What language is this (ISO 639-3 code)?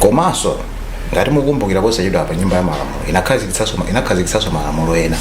nya